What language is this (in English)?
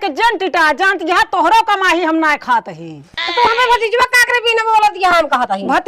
Awadhi